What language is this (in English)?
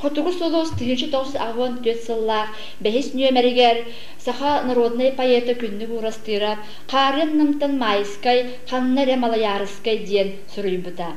Yakut